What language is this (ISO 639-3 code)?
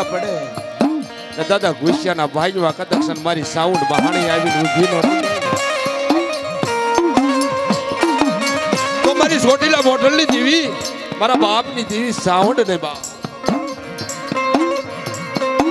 guj